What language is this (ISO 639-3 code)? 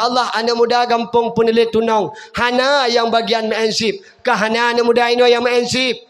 ace